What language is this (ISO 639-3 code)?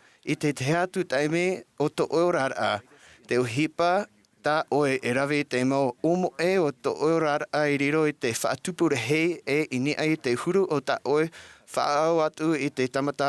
tah